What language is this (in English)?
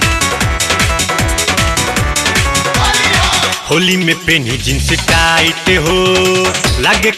Bhojpuri